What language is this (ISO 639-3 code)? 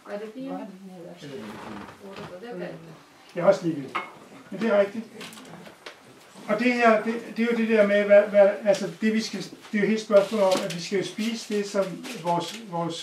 dan